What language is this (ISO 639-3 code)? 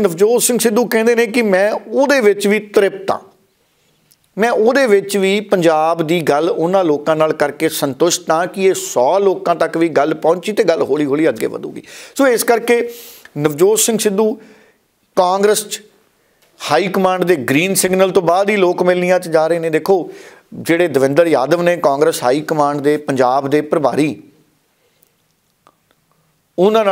pan